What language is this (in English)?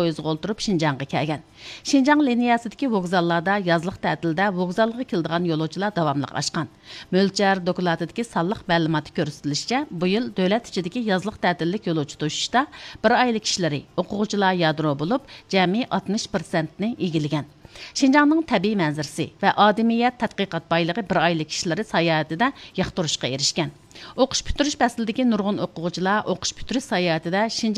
Uyghur